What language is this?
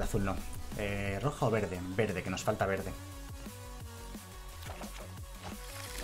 Spanish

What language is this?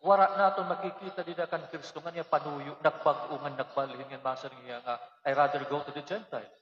Waray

